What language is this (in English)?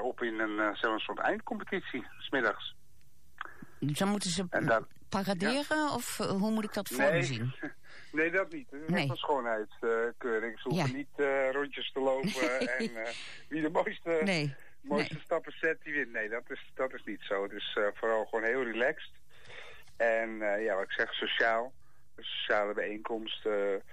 Dutch